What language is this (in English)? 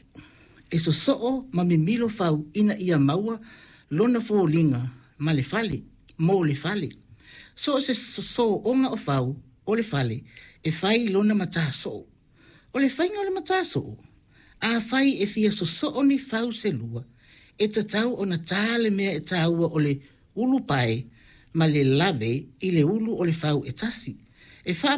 Samoan